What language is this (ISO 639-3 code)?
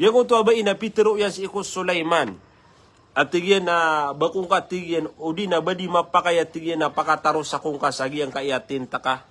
mrw